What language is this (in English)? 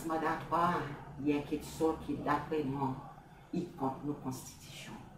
Seselwa Creole French